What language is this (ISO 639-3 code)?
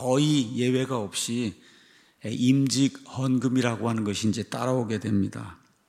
kor